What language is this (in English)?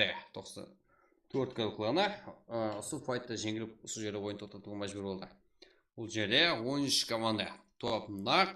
Kara-Kalpak